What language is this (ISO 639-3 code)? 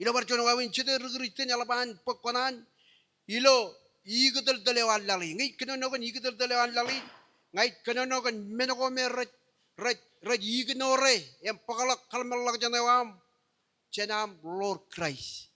mah